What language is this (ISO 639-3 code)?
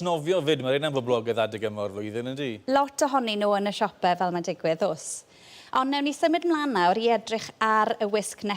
cym